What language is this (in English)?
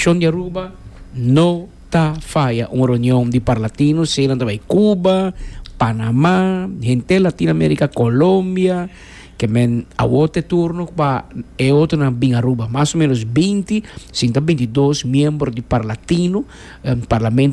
Papiamento